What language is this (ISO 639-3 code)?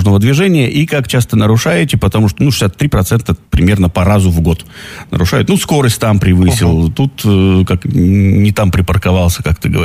rus